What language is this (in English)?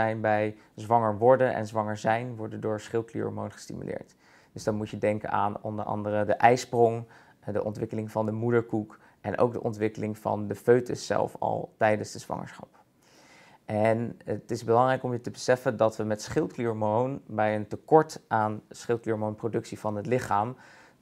Dutch